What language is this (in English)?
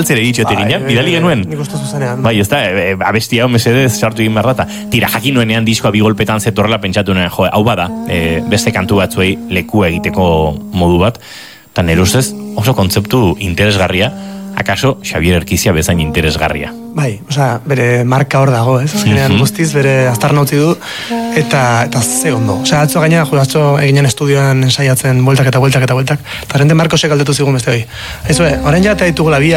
Basque